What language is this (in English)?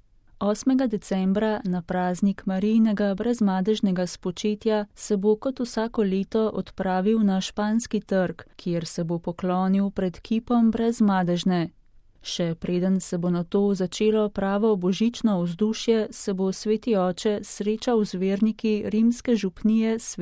Slovenian